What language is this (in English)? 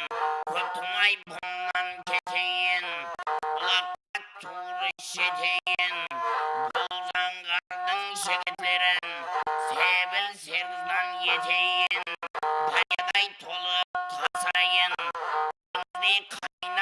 Kara-Kalpak